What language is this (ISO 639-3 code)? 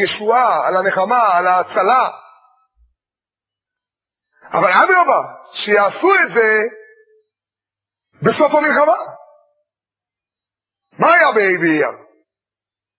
heb